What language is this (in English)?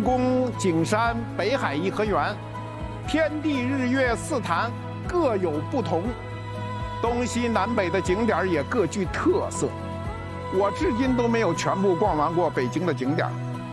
Chinese